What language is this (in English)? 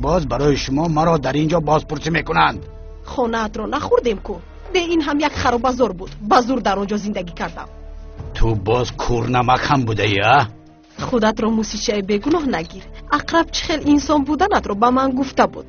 Tajik